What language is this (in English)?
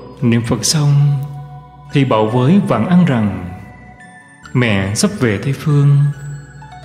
Vietnamese